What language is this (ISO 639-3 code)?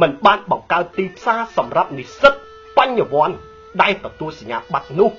khm